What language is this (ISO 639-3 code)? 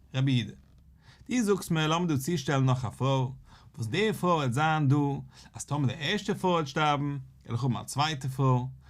yid